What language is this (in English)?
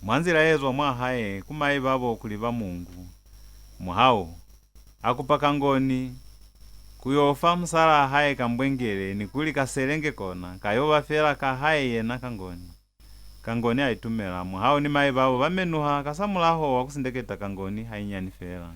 Lozi